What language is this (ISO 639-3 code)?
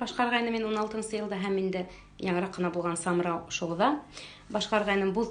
bak